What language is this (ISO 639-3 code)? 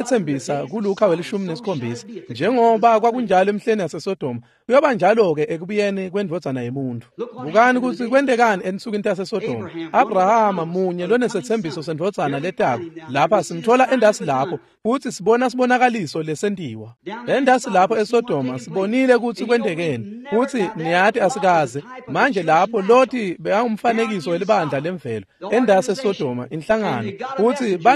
ssw